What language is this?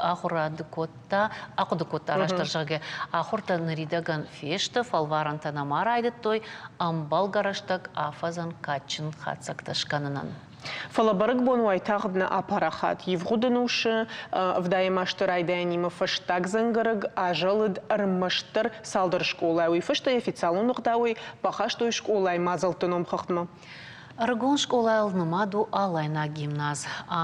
Ossetic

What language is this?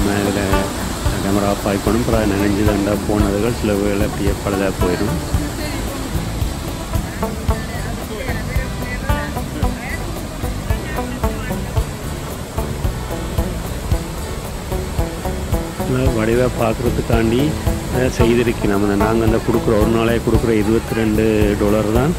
Tamil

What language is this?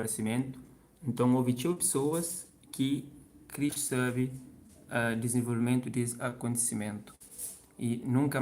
Kabuverdianu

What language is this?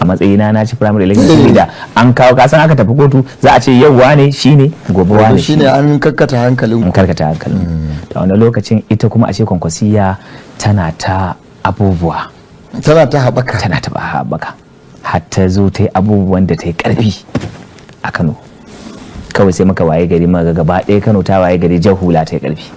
Hausa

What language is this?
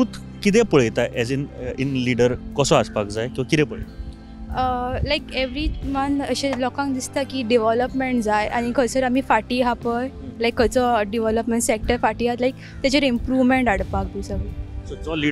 Konkani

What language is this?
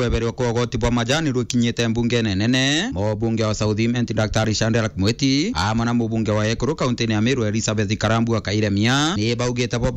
Meru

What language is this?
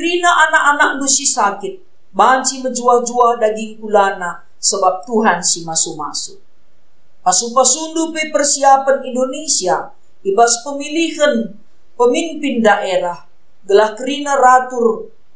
Batak Karo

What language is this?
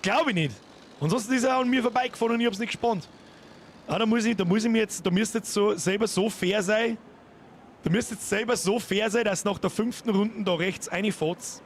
Bavarian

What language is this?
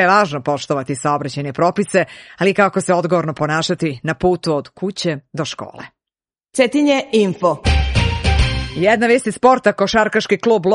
Serbian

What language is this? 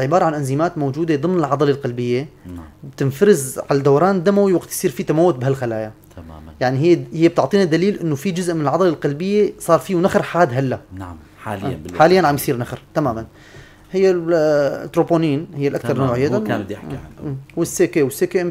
North Levantine Arabic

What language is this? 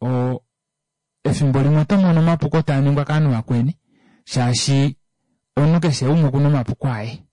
Kuanyama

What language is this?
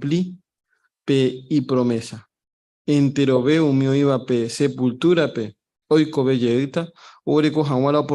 Guarani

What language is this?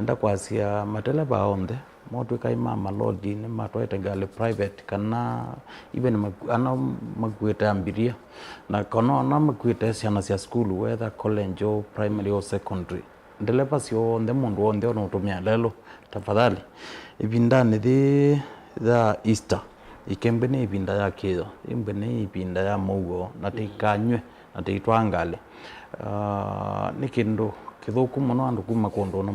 Kamba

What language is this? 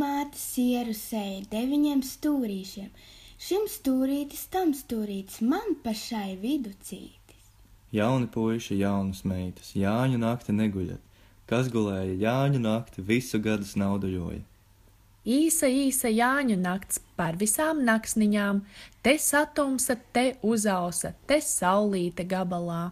Latvian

